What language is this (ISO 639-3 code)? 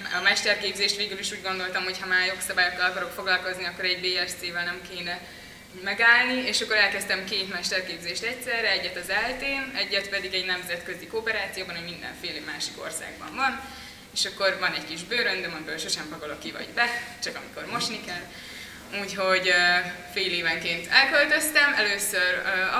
hun